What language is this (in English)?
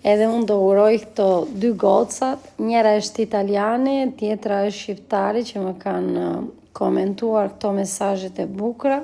Albanian